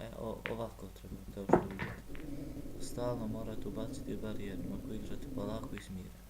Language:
Bosnian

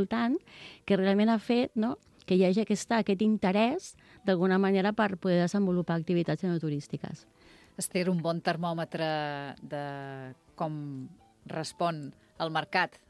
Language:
Catalan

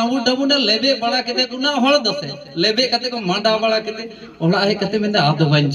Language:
Santali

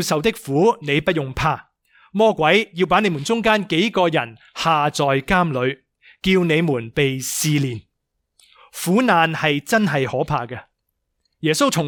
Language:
Cantonese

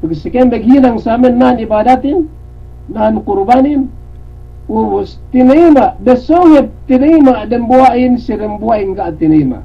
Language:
Yakan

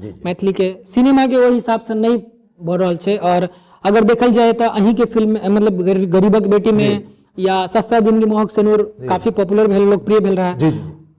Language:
Maithili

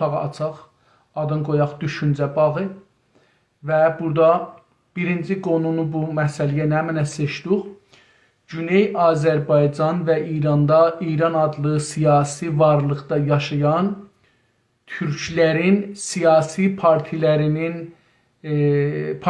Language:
South Azerbaijani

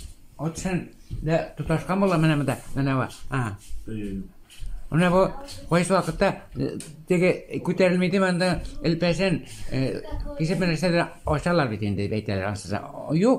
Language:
Tatar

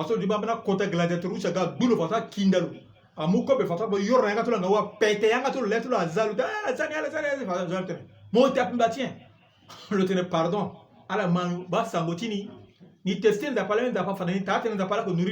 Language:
Sango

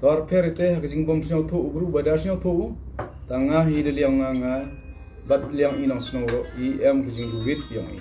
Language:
Khasi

